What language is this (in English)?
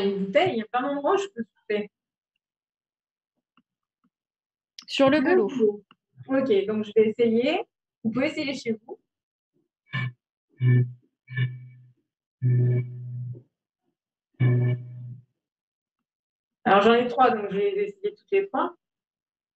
French